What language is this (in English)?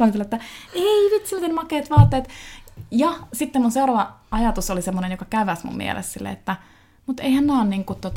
Finnish